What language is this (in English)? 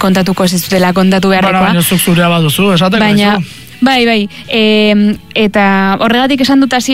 Basque